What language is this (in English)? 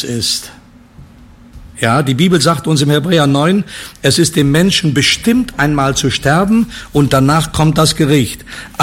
German